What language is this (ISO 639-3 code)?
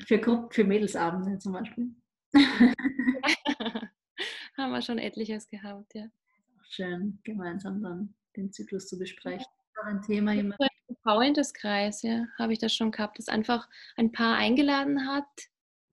deu